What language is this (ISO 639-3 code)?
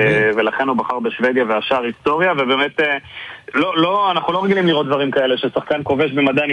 heb